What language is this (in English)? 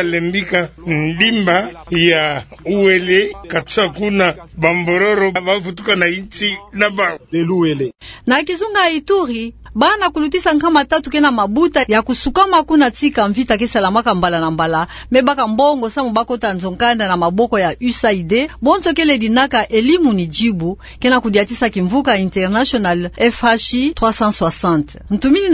Kituba (Democratic Republic of Congo)